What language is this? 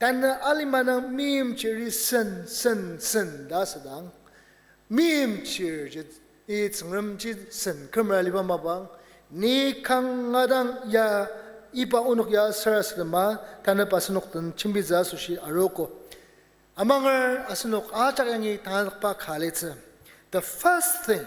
Ao Naga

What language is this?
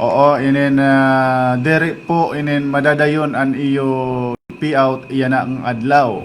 Waray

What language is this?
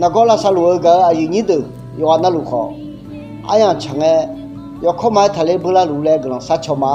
Akha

